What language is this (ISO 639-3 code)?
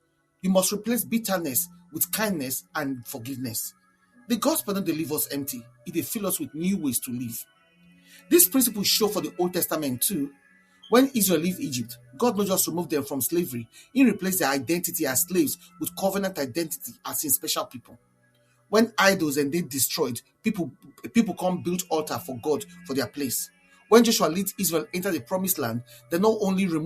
pcm